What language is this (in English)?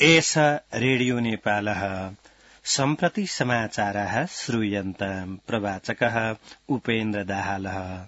Sanskrit